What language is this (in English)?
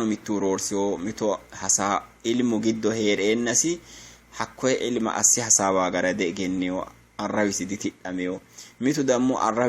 Sidamo